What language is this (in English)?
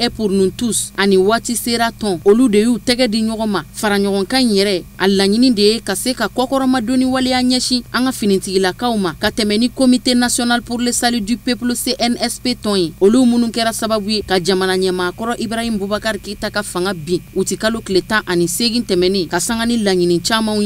Bambara